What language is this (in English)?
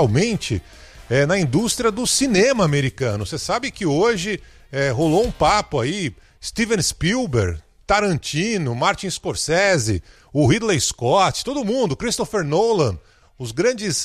Portuguese